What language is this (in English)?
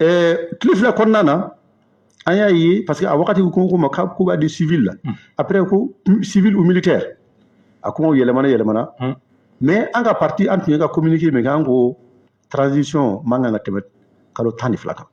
Bambara